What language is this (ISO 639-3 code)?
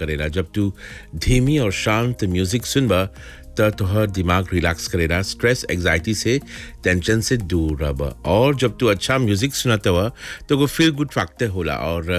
bho